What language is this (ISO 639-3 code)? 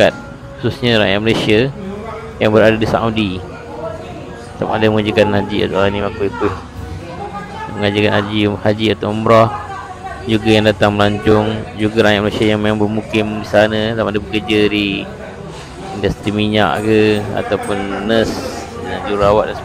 msa